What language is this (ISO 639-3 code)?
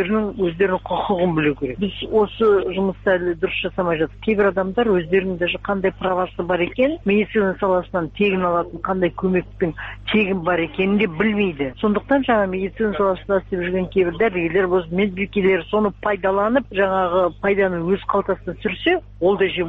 kaz